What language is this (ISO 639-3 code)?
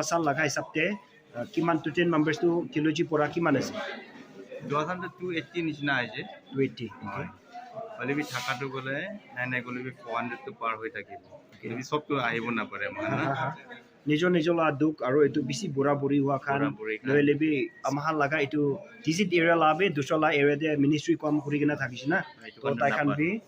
nag